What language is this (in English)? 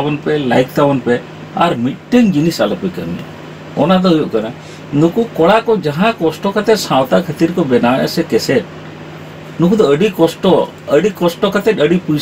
Santali